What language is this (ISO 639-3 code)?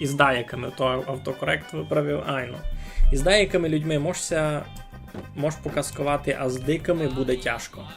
rue